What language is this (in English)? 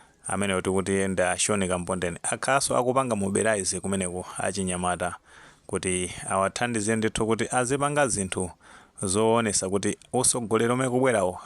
Nyanja